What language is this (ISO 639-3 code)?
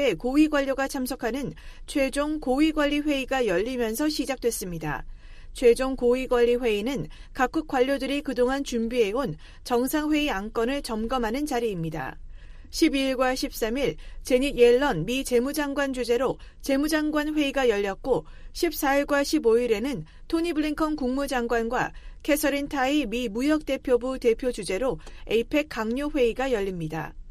kor